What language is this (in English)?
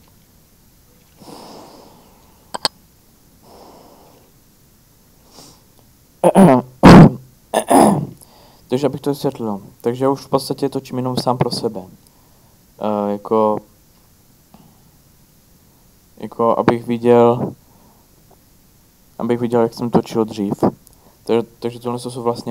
Czech